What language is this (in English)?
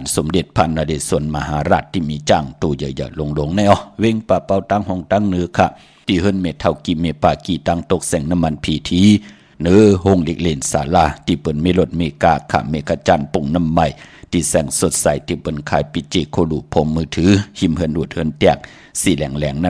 Shan